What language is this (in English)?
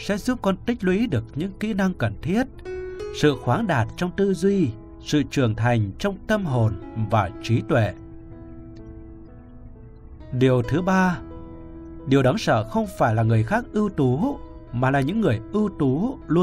Vietnamese